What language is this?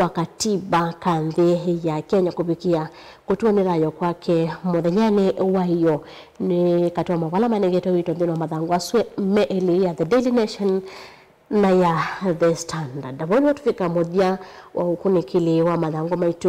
Kamba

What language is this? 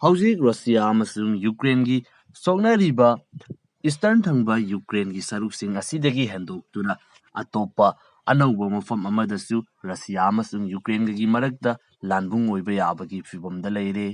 Manipuri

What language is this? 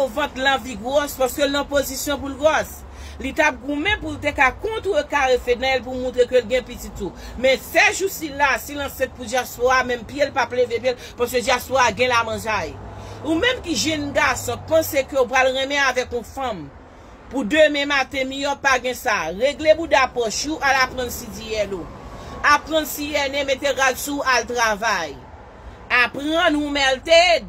Haitian Creole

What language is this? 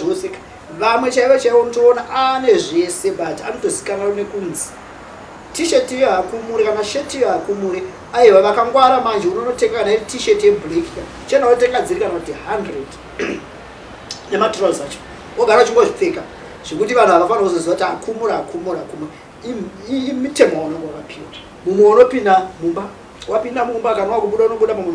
Shona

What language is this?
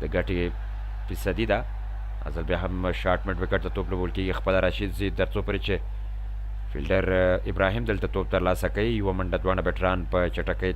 Pashto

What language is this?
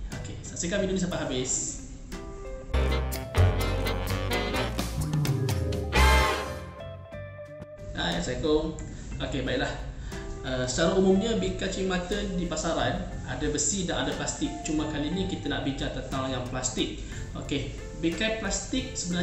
Malay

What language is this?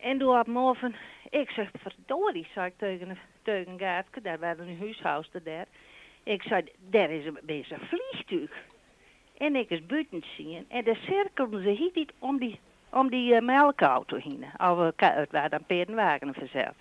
Western Frisian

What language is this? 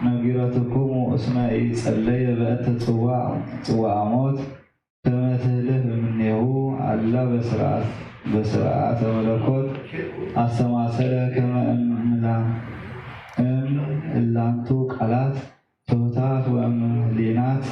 Geez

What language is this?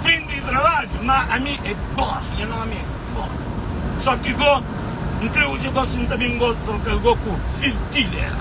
Kabuverdianu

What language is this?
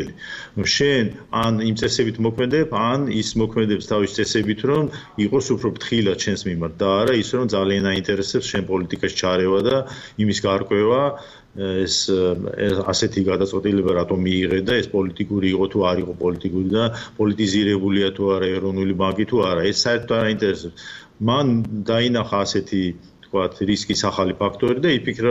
Georgian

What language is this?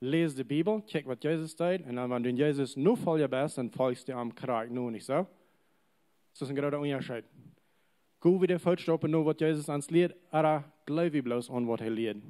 Plautdietsch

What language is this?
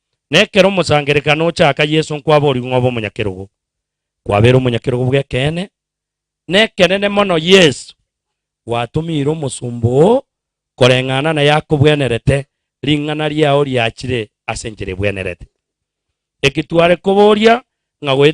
Gusii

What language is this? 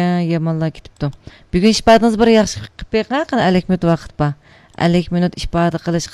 Uyghur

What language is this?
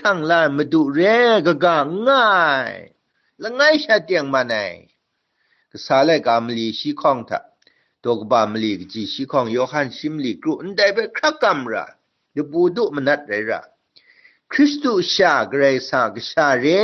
Kachin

